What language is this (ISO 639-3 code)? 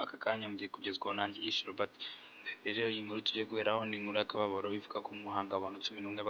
kin